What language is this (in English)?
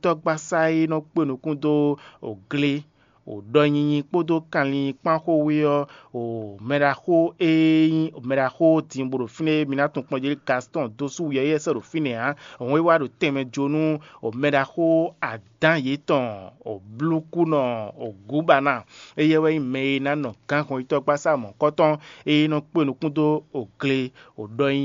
Fon